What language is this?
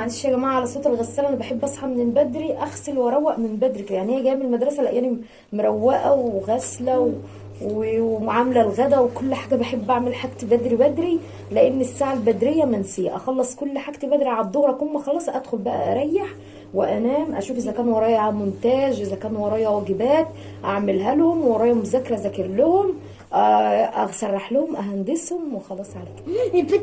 Egyptian Arabic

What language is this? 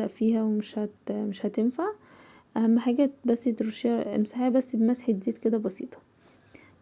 Egyptian Arabic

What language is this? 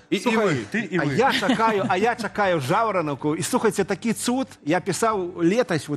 Belarusian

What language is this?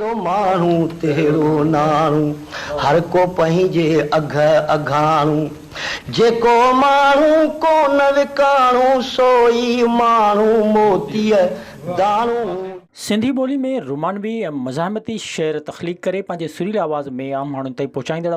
Sindhi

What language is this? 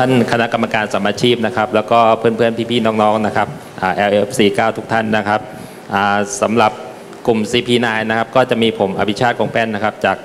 Thai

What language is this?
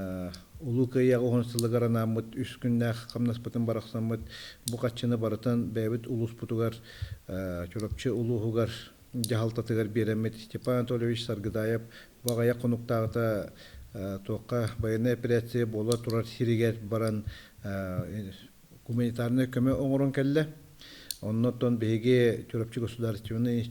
Yakut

